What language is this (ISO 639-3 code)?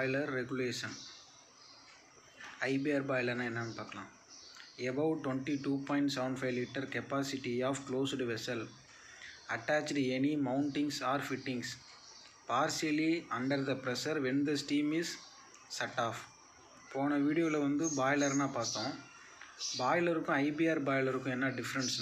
tam